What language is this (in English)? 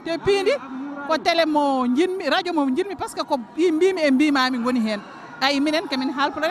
Fula